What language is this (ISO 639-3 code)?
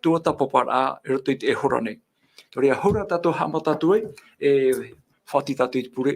tah